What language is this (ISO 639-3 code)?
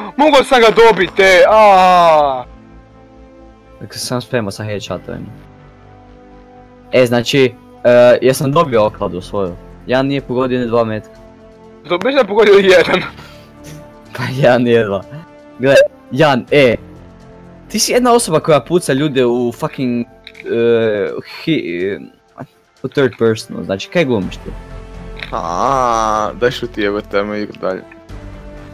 hrv